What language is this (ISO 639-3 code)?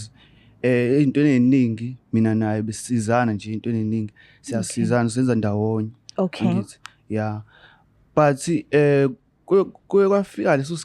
zul